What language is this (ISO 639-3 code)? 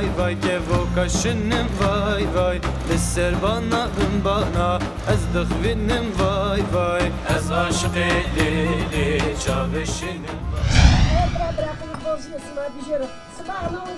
zza